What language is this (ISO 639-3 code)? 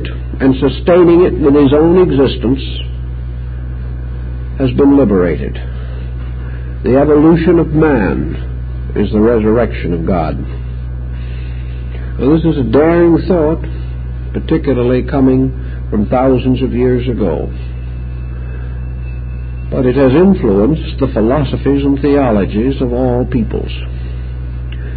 eng